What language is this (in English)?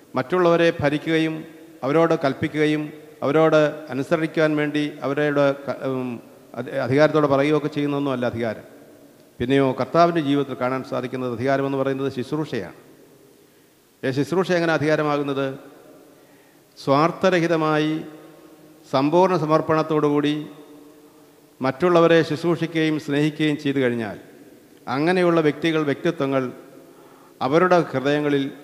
Malayalam